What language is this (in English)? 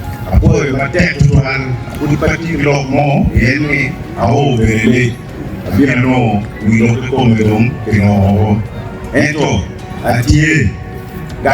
Acoli